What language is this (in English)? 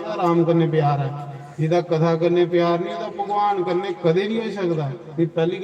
Dogri